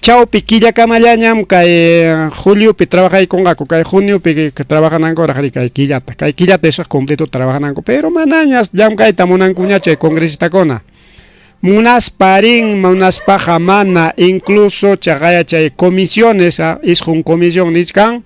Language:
Ayacucho Quechua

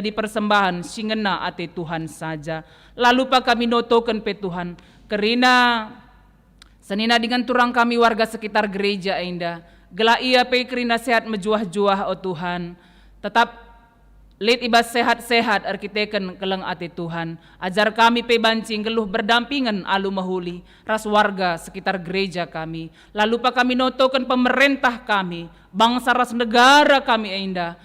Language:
Batak Karo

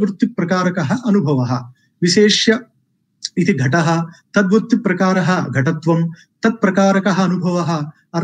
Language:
Sanskrit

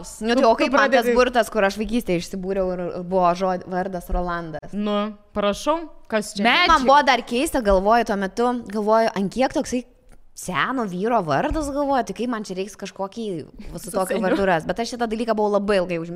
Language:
Lithuanian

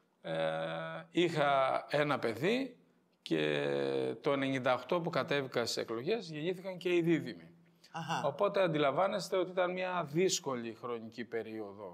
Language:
Greek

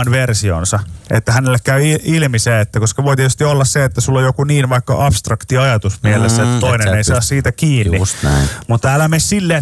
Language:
Finnish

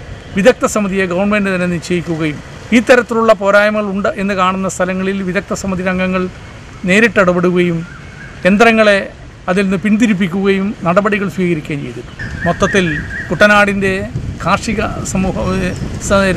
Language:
Malayalam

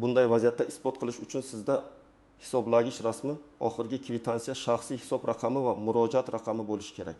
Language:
Uzbek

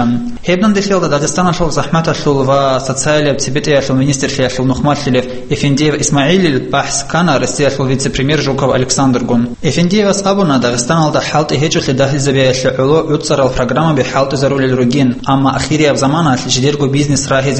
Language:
Avaric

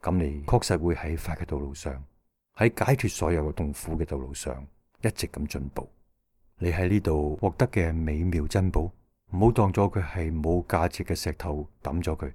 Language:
Cantonese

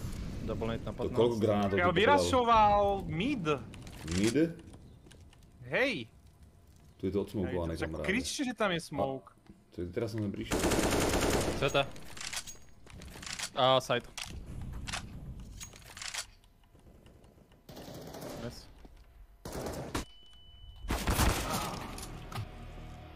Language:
Slovak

